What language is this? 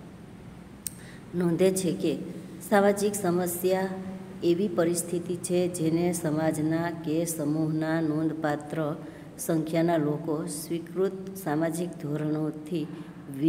Gujarati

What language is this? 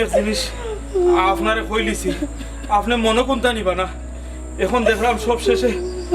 Sylheti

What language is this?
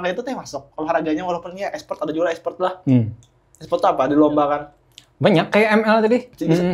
Banjar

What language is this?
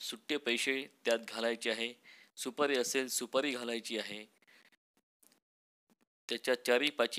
Marathi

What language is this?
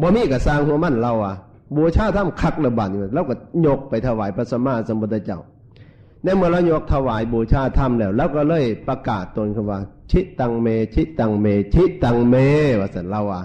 Northeastern Thai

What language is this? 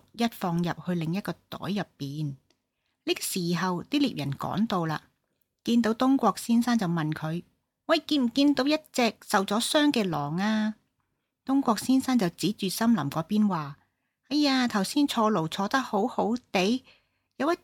Cantonese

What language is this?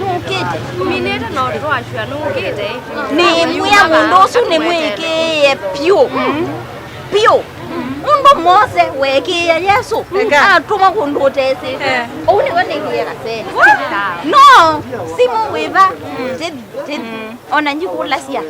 Kamba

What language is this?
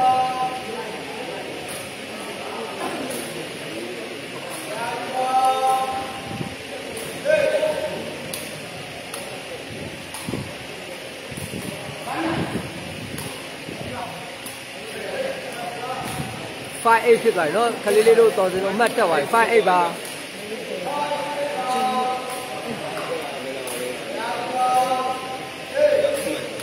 Burmese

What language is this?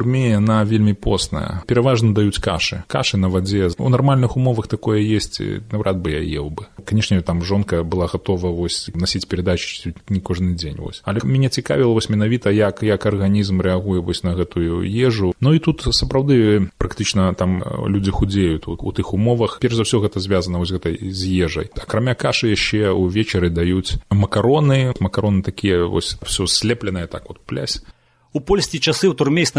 Belarusian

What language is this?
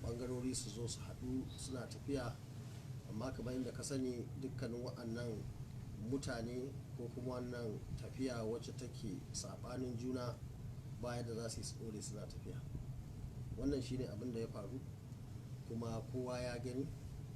Hausa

